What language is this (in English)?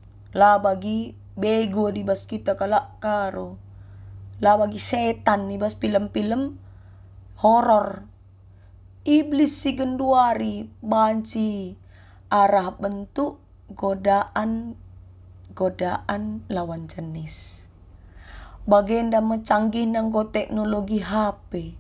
Batak Karo